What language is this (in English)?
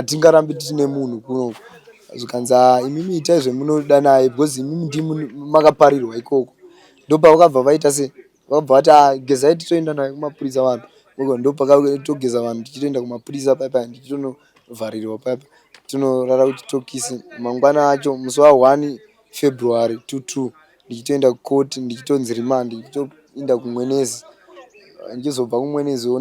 Shona